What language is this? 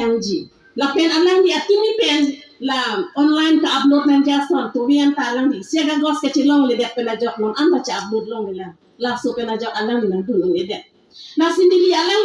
Karbi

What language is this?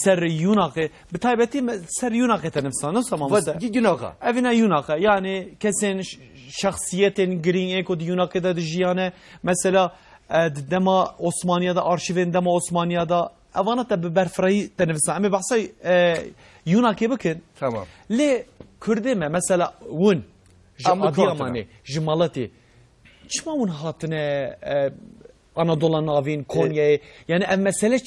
Kurdish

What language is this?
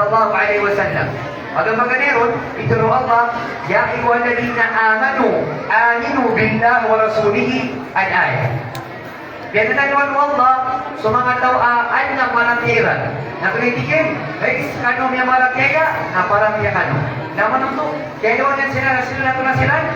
Maranao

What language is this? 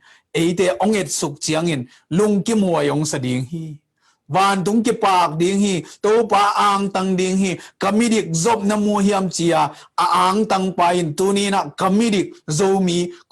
Tedim Chin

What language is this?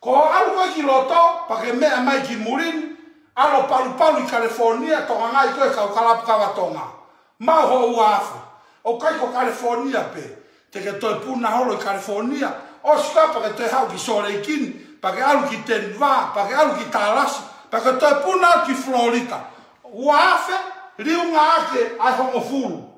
Tongan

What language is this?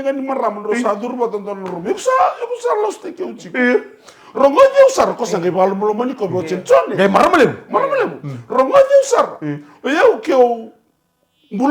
Fijian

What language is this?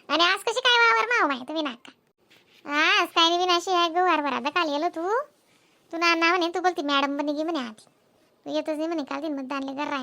Khandesi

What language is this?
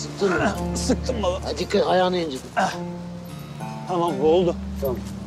Turkish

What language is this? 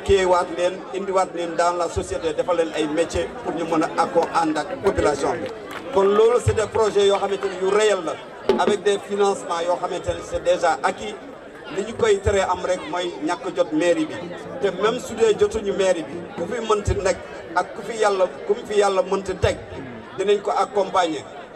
Wolof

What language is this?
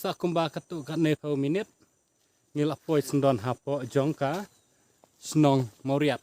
Khasi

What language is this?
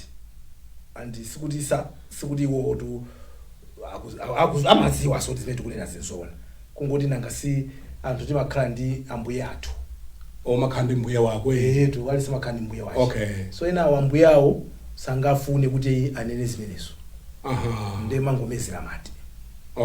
Nyanja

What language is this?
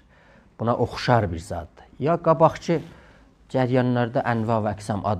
South Azerbaijani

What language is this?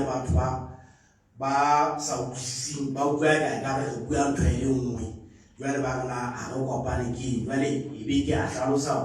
Southern Sotho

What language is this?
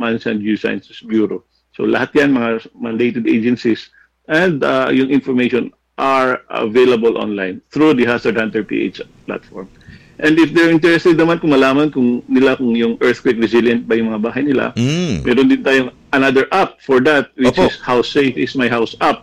Filipino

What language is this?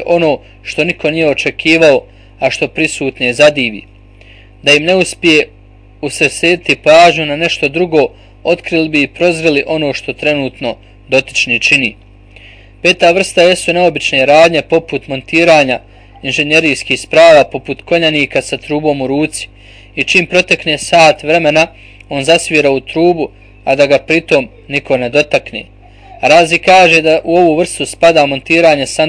Bosnian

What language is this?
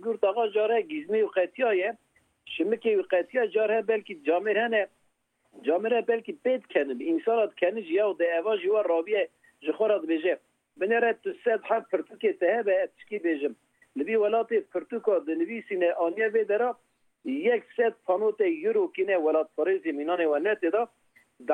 Kurdish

